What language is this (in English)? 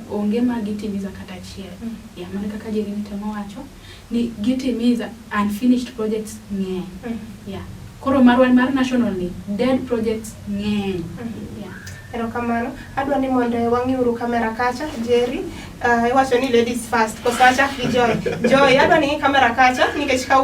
Luo (Kenya and Tanzania)